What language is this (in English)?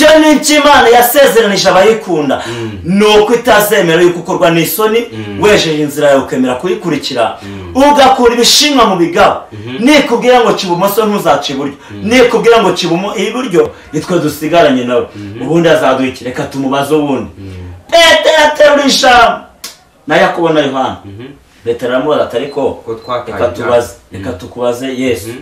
Kinyarwanda